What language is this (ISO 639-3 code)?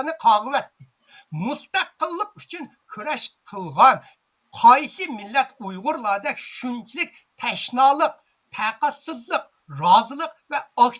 uig